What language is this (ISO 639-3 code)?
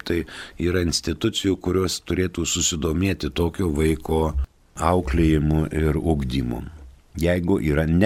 lit